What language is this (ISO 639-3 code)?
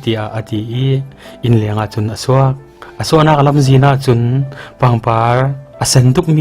cfm